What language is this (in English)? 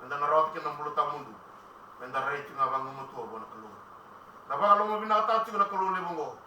Fijian